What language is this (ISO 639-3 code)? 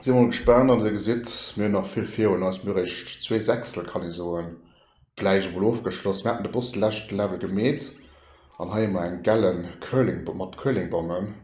ltz